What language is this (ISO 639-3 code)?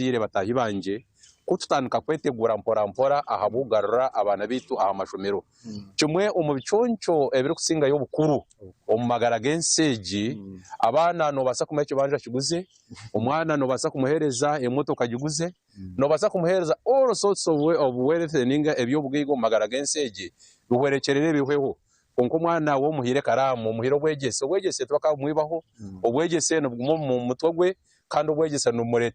nyn